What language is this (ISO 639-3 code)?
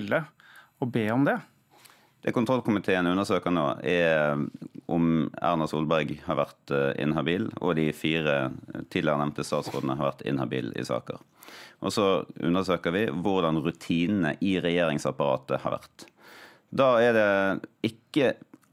nor